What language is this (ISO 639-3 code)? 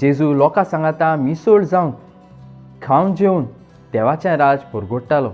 kok